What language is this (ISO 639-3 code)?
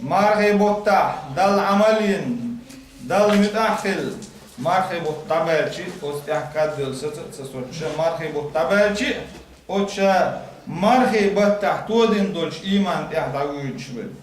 che